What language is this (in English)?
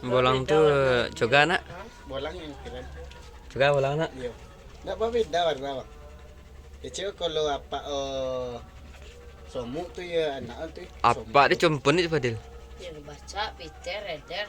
Minangkabau